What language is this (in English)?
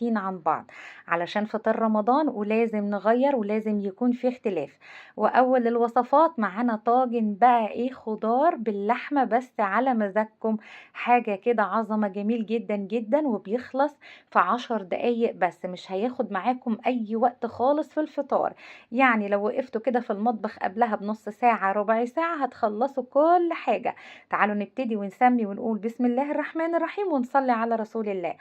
Egyptian Arabic